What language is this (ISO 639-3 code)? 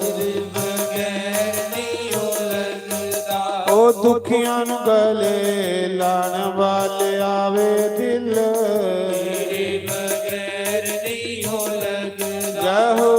doi